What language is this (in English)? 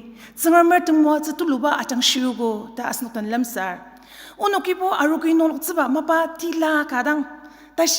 Ao Naga